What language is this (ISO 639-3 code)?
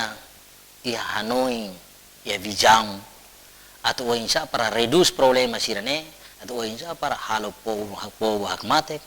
tet